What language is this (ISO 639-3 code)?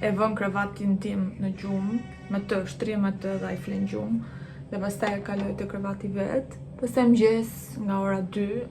sqi